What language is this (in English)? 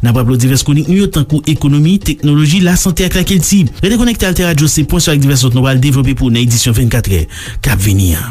Haitian Creole